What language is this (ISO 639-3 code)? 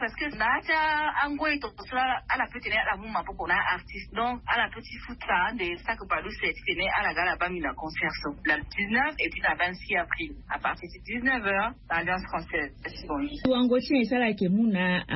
sag